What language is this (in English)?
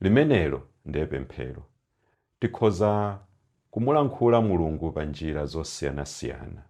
Nyanja